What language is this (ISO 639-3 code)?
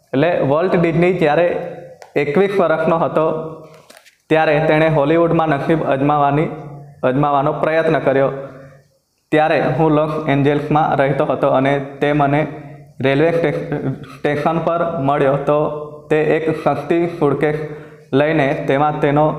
guj